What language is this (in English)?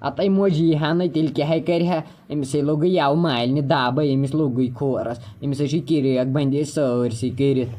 Kashmiri